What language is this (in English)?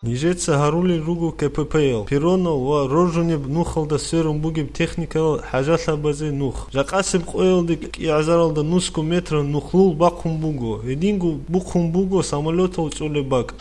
Avaric